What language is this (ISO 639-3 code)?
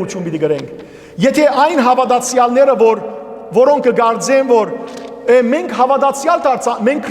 hyw